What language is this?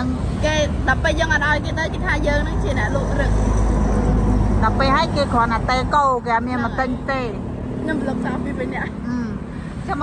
Khmer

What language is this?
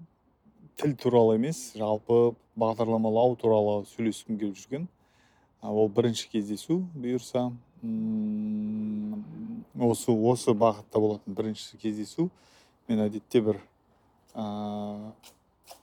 Kazakh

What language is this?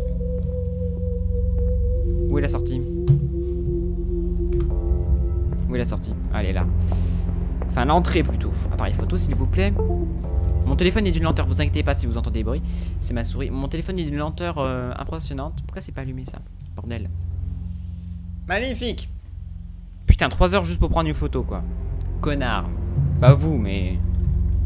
French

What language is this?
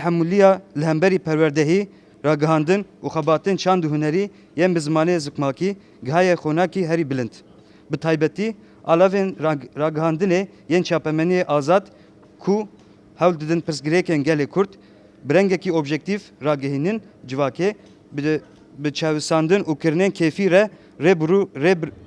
Kurdish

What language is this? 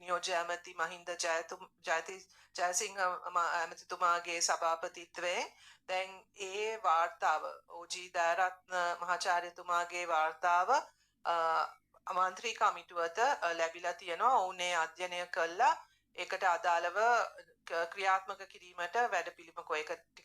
Sinhala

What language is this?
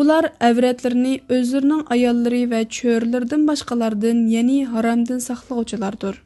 Uyghur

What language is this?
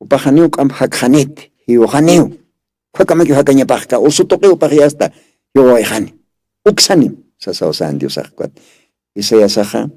Aymara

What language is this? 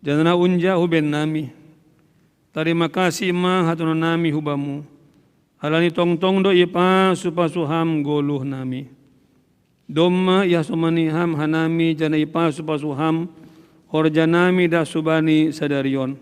Batak Simalungun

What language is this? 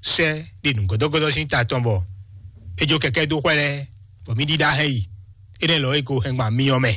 Fon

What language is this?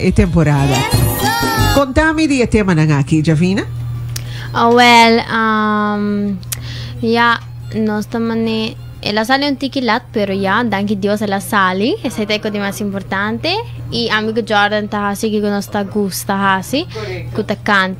Papiamento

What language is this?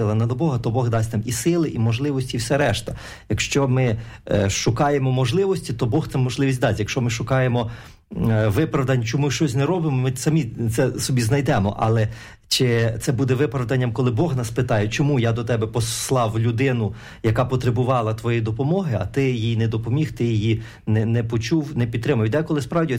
Ukrainian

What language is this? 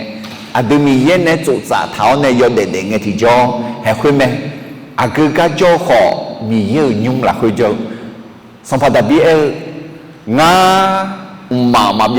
Akha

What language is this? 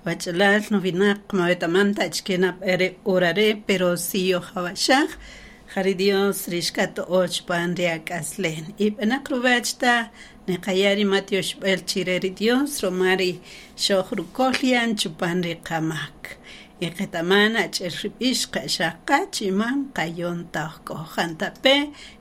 Kaqchikel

